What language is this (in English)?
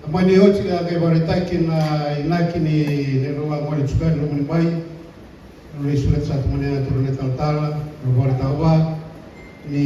Fijian